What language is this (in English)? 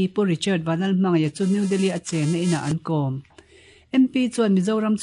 Mizo